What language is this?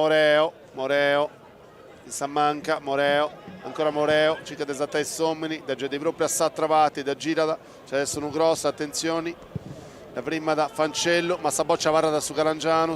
Sardinian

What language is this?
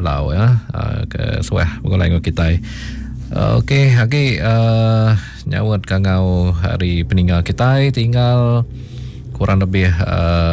Iban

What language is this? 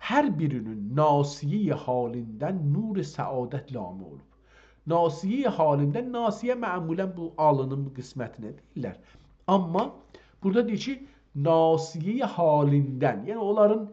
South Azerbaijani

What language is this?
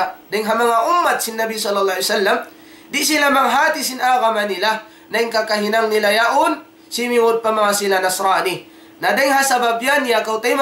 Tausug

